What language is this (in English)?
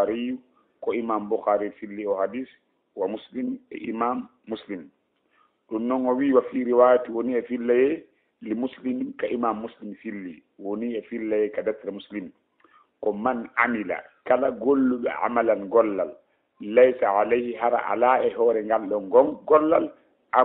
Fula